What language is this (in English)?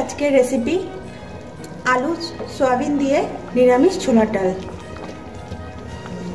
Bangla